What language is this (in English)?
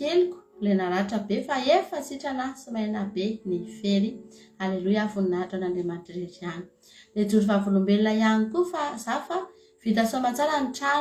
Malagasy